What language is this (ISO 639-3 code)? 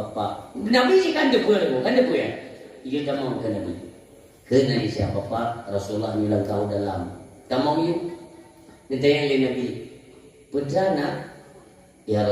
ace